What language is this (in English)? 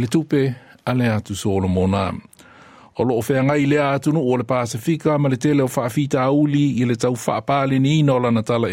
Samoan